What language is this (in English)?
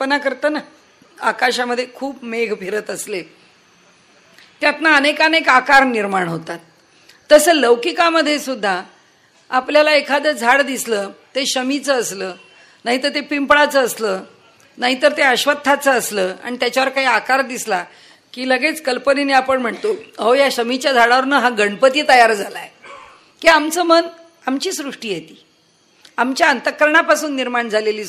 Marathi